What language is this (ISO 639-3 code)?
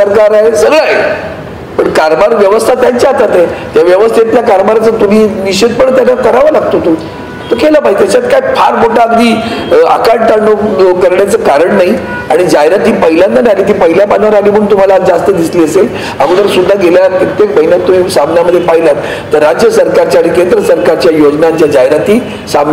mar